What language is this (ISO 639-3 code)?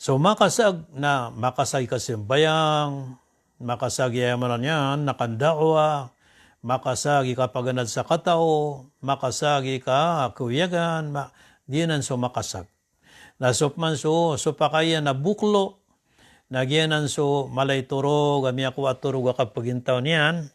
mrw